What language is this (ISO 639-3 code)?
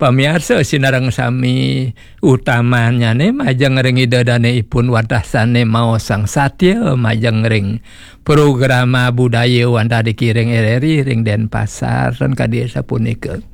ban